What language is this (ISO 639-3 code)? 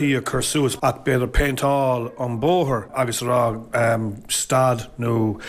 gle